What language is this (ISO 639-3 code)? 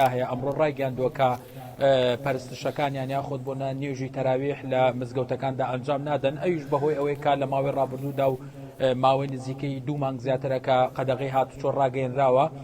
ckb